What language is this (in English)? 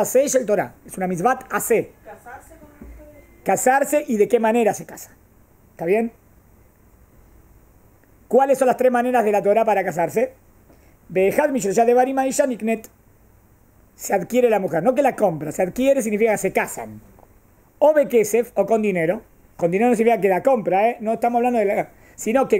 Spanish